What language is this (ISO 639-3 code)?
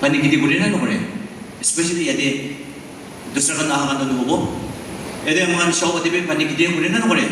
nag